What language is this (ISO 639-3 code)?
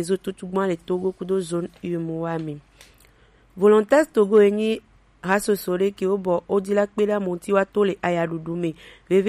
gej